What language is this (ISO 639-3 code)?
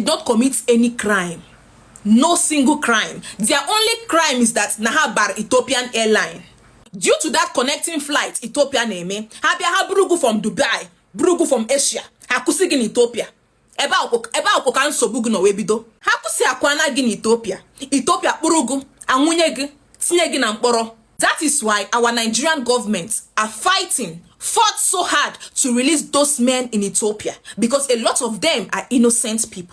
ibo